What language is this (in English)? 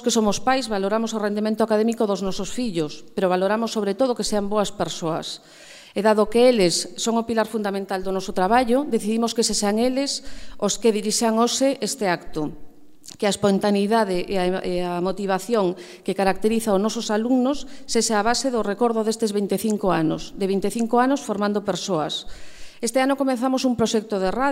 Galician